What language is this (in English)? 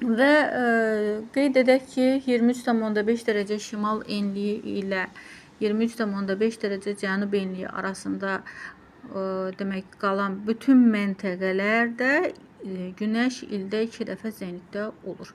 Azerbaijani